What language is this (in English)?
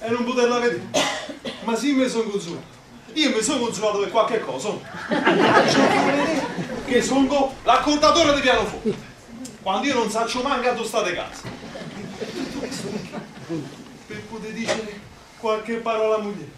Neapolitan